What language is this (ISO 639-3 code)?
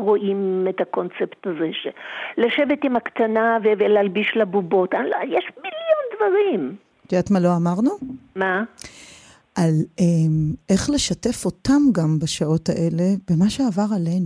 heb